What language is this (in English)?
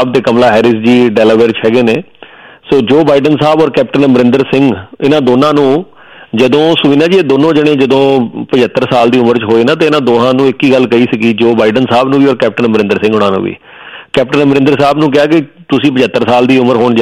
Punjabi